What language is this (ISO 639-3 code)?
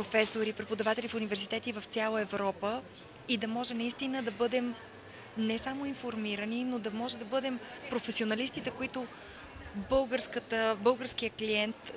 bul